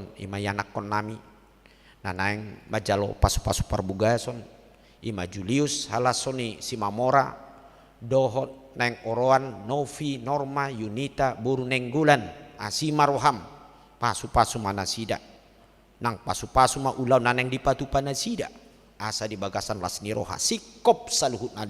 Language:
Batak Toba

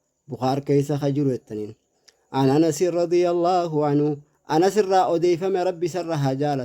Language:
Oromo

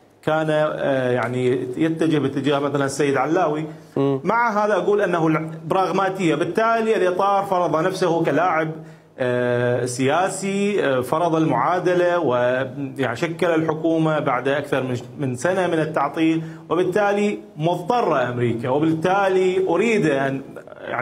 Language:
Mesopotamian Arabic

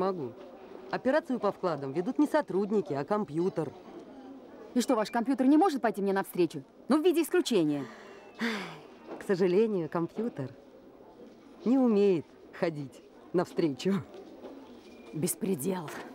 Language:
Russian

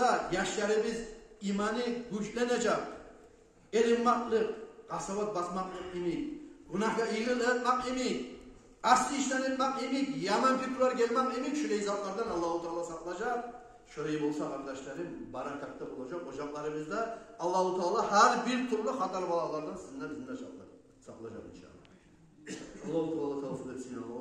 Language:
Kumyk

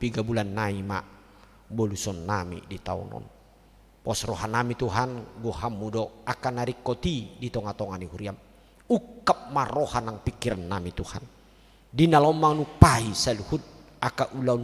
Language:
Batak Toba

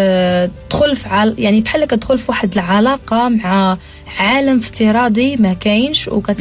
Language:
Moroccan Arabic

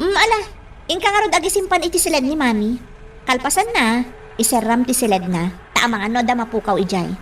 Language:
Iloko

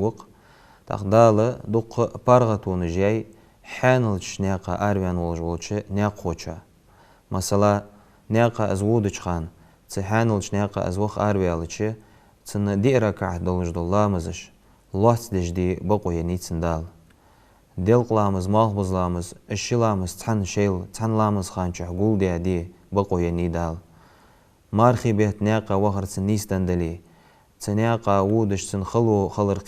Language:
Ingush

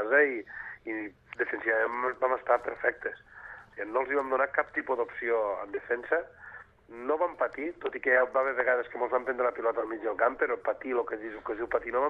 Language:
Catalan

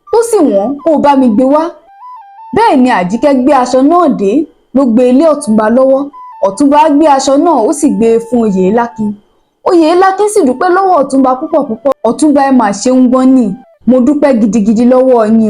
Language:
Yoruba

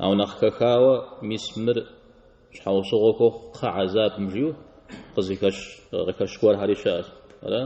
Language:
Kabardian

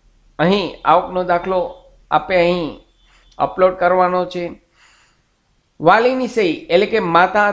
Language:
Gujarati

